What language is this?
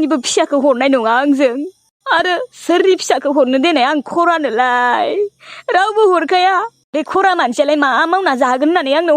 Bodo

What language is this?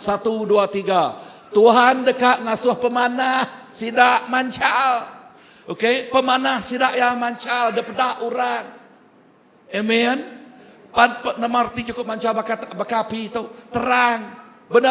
Iban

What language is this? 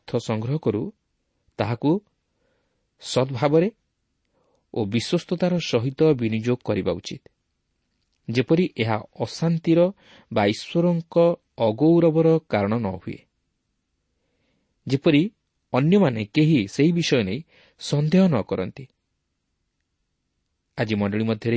Odia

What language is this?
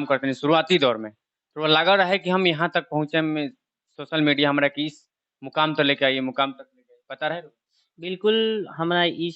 Bhojpuri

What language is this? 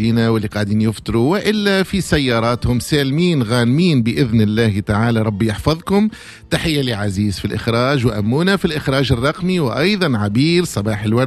Tunisian Arabic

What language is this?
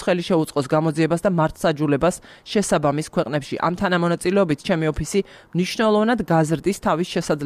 Georgian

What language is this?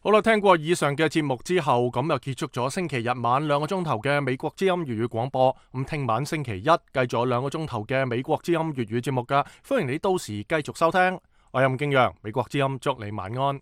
Cantonese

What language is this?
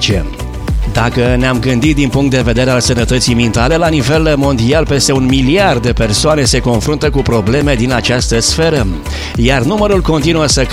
Romanian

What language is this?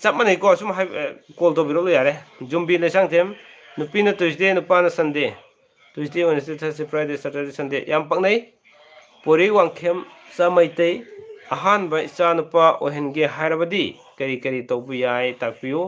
Manipuri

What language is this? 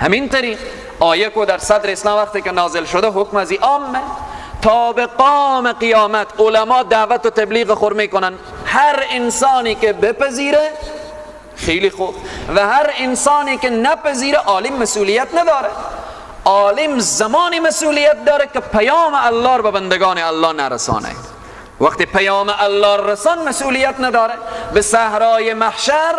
Persian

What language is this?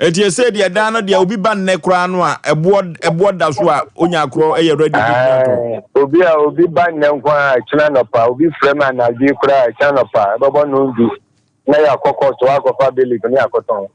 Akan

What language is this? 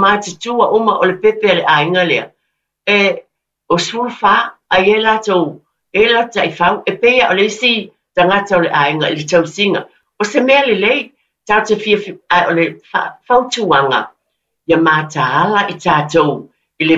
Samoan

